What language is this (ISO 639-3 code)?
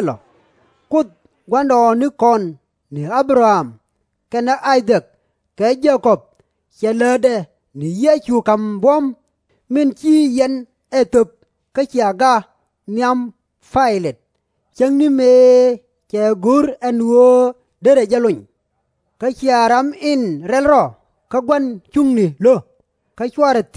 nus